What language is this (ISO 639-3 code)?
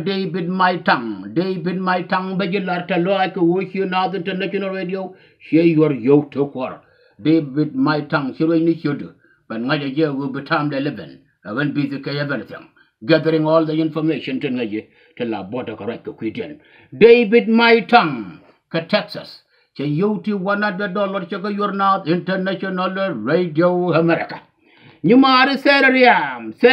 nus